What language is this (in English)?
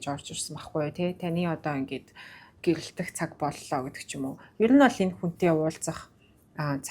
Mongolian